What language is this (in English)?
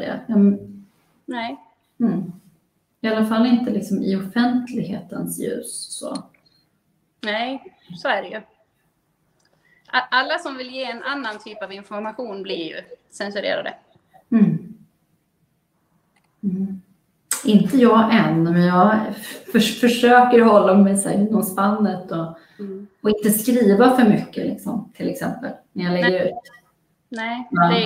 Swedish